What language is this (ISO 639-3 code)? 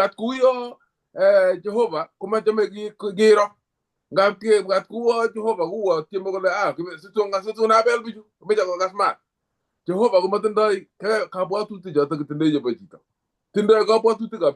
kln